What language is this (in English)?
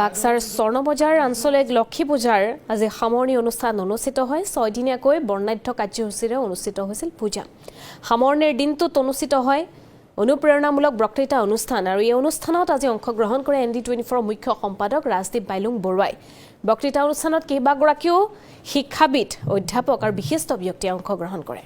Assamese